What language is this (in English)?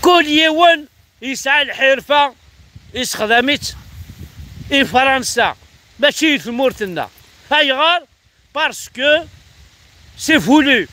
Kabyle